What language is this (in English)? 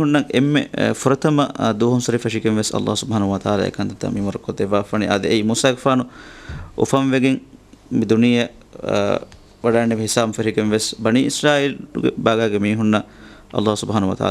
Divehi